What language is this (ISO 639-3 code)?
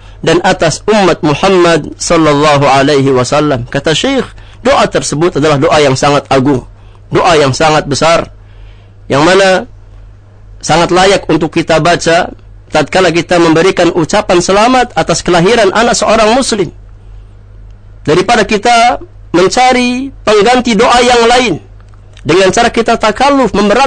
ind